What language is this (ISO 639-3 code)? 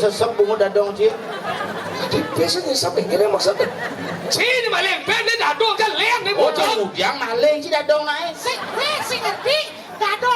ban